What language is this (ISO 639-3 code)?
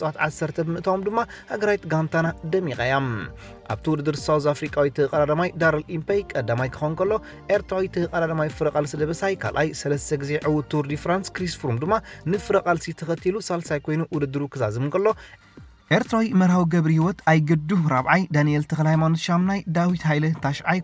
tir